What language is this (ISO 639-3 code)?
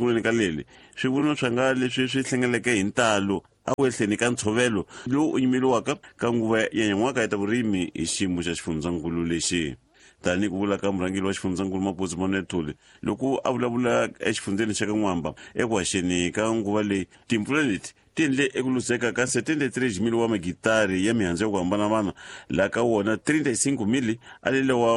tso